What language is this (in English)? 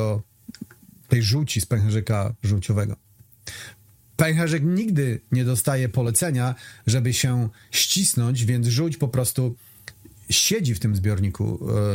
Polish